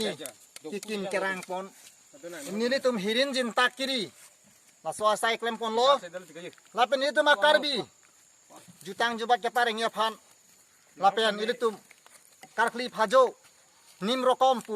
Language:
Karbi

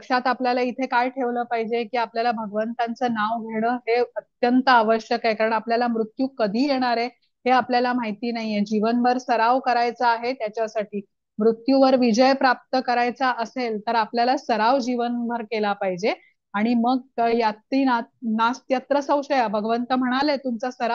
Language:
Marathi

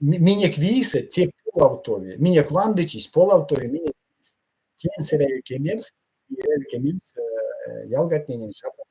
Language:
Erzya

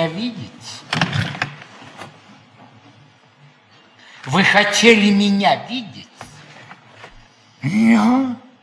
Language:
Russian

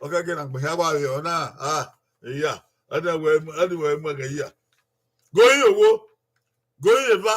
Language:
Bini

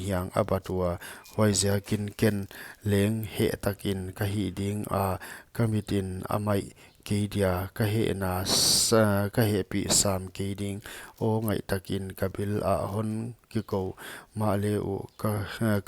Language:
Paite Chin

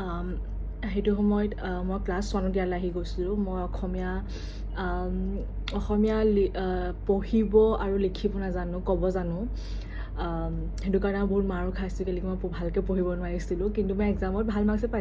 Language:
Assamese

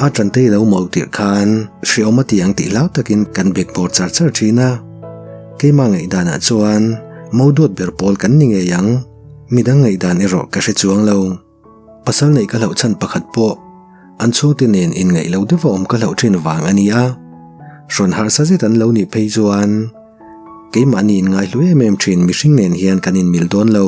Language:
Mizo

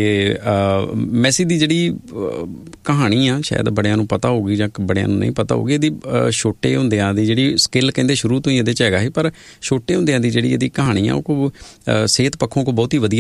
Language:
Punjabi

